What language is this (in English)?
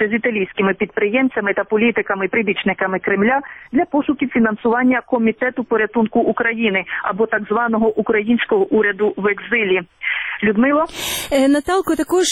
Ukrainian